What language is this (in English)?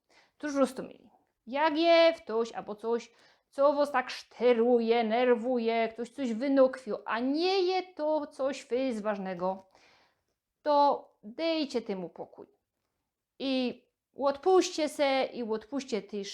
Silesian